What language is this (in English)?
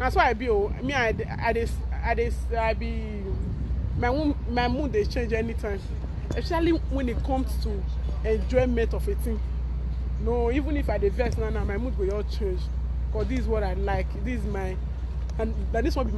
Nigerian Pidgin